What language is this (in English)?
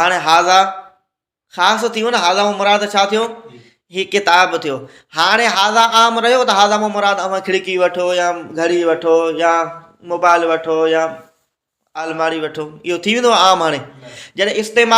Sindhi